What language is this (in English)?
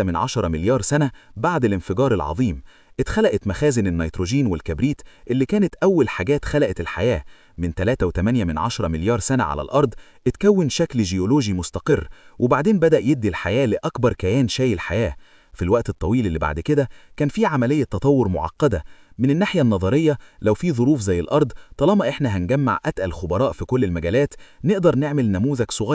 Egyptian Arabic